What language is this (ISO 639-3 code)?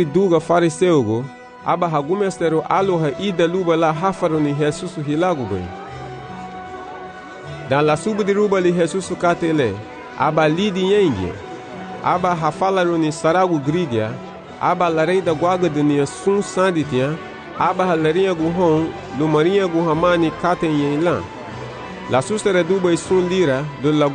cab